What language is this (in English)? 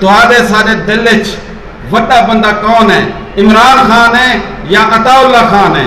Saraiki